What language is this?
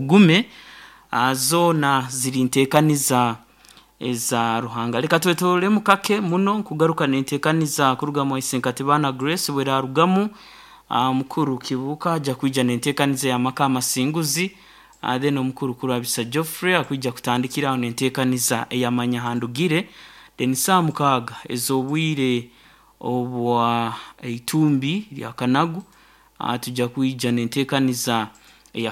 Nyankole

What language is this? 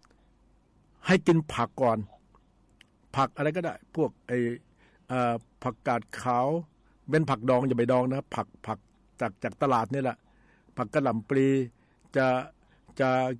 Thai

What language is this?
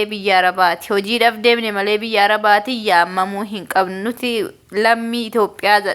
Oromo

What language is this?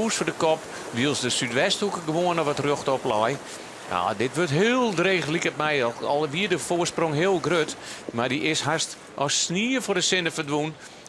Western Frisian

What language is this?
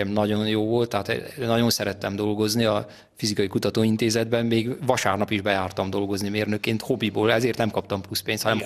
Hungarian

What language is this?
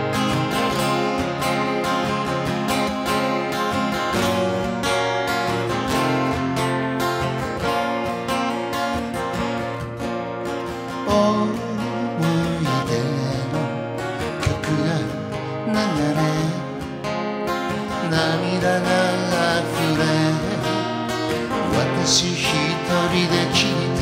Japanese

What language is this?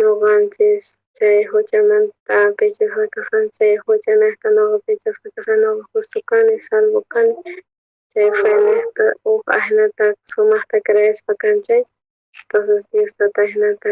South Bolivian Quechua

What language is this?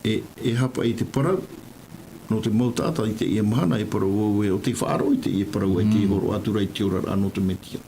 Tahitian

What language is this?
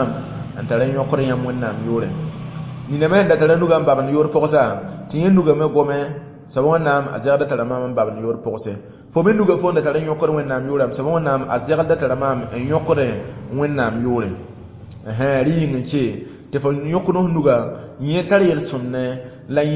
Mossi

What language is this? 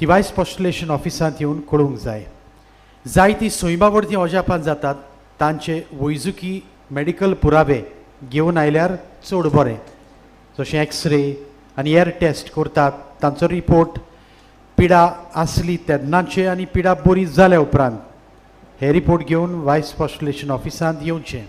Konkani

